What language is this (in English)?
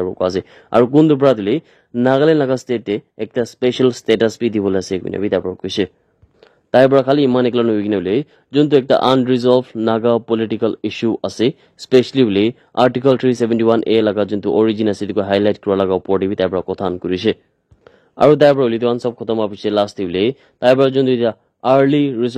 Naga Pidgin